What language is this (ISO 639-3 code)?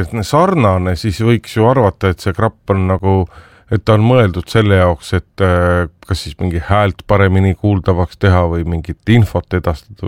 est